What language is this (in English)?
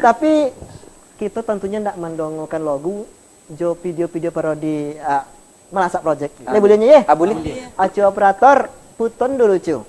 Minangkabau